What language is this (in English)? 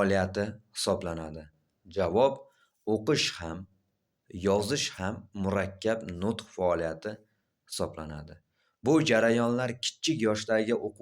Uzbek